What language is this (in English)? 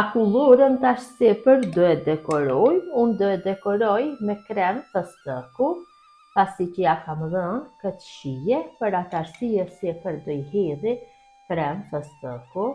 Albanian